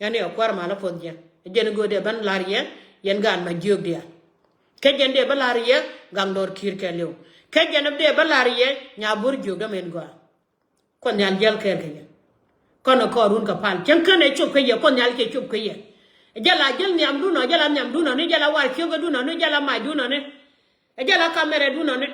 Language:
Nuer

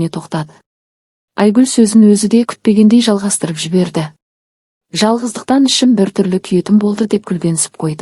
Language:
Kazakh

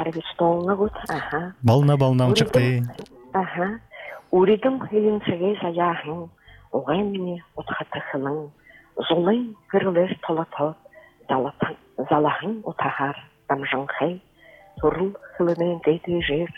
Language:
Buriat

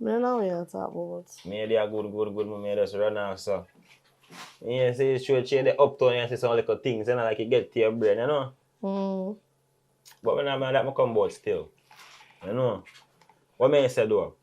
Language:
Jamaican Creole English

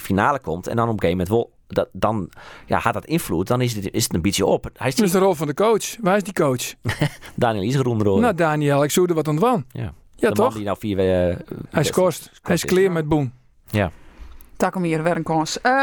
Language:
Western Frisian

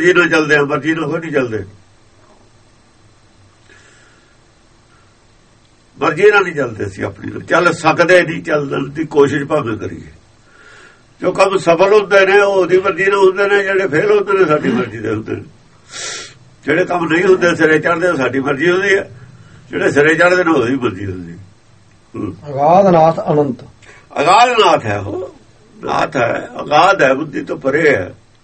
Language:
Punjabi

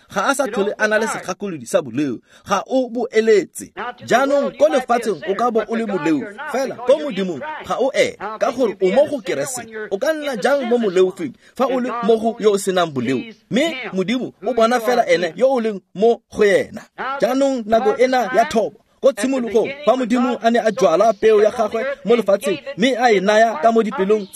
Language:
Tswana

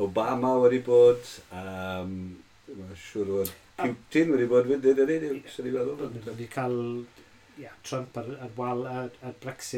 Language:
Welsh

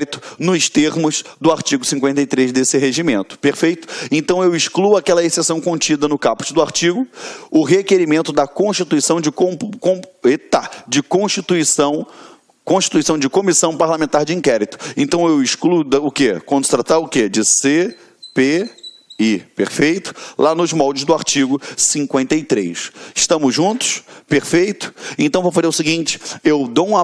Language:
Portuguese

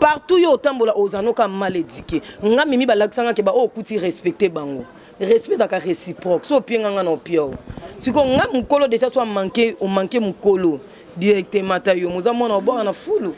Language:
Lingala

